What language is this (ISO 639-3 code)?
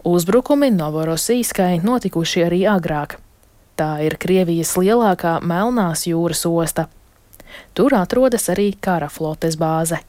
lav